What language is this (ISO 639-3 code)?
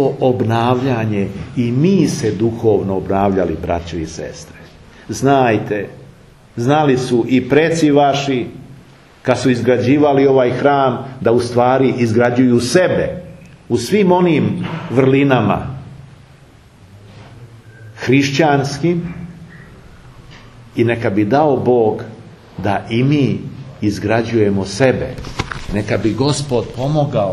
srp